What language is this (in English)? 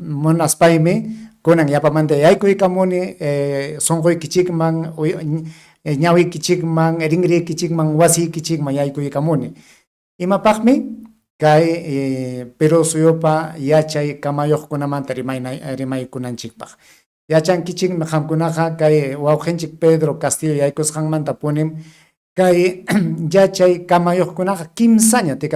Ayacucho Quechua